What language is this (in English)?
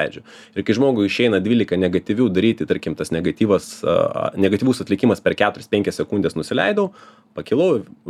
Lithuanian